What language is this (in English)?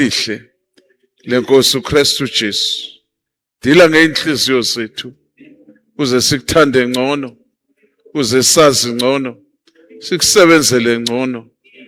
Zulu